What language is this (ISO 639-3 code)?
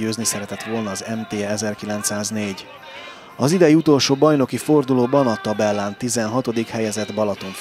hun